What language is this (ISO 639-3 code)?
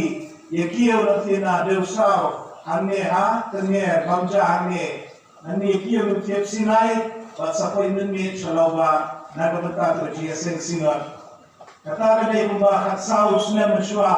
kha